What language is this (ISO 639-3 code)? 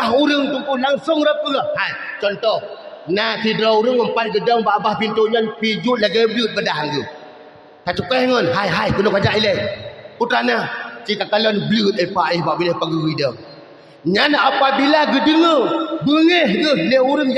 ace